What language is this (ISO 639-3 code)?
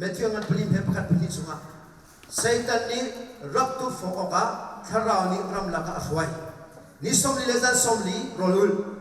cnh